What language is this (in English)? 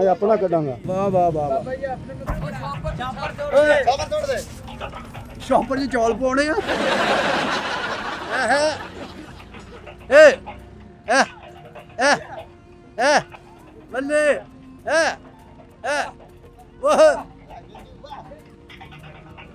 Punjabi